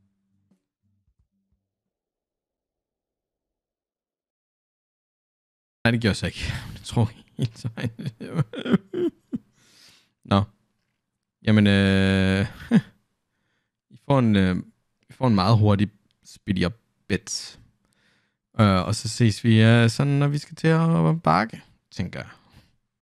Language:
Danish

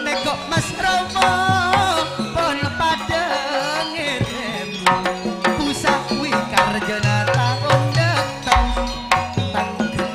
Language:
Madurese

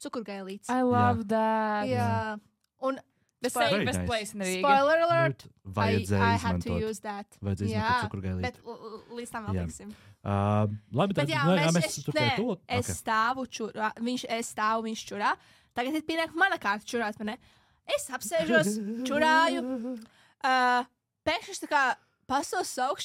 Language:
Latvian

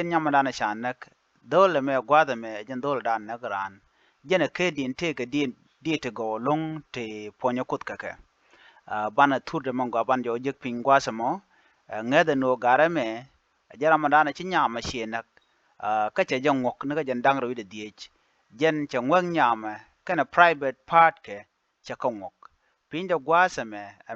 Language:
Nuer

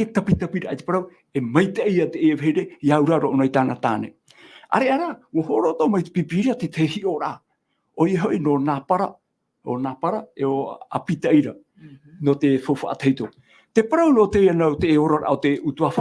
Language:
Tahitian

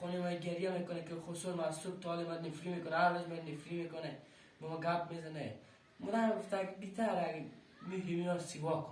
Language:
Persian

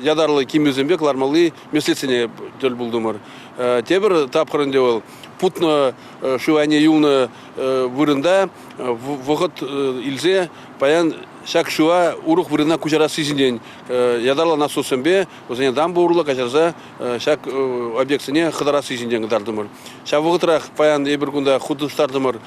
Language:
Chuvash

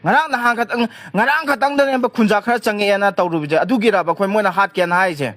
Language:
Manipuri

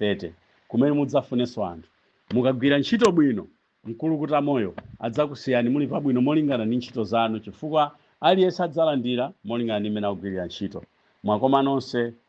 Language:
Nyanja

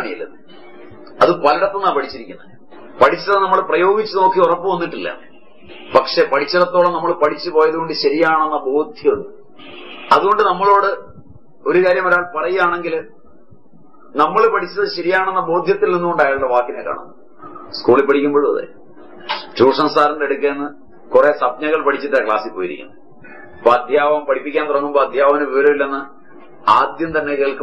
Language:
Malayalam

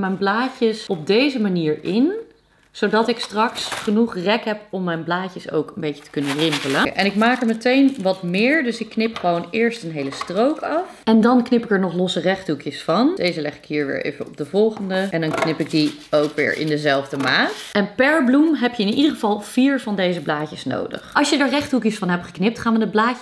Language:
Dutch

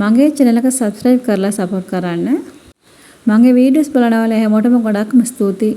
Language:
Sinhala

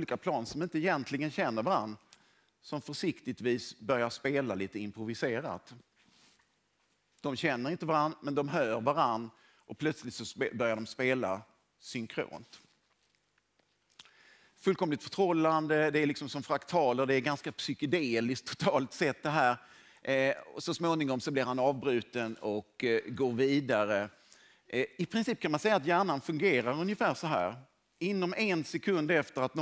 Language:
Swedish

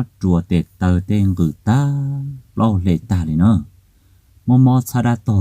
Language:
Hmong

